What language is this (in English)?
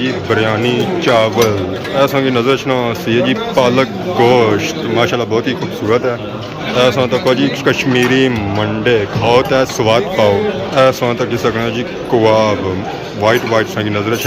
Pahari-Potwari